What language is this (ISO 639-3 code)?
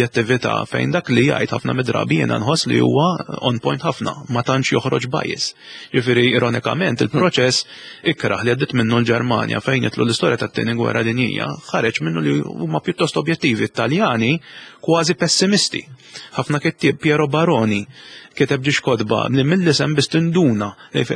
mlt